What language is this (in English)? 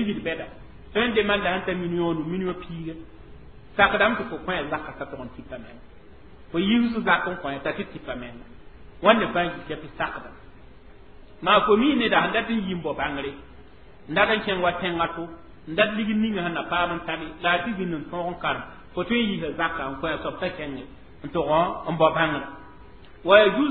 Mossi